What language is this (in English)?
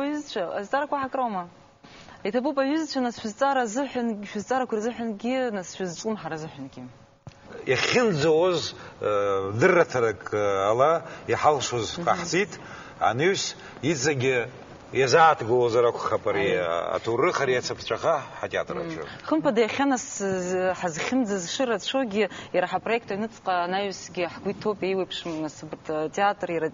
Abkhazian